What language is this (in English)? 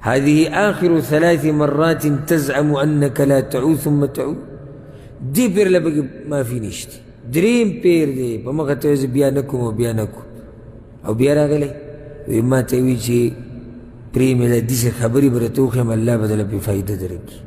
Pashto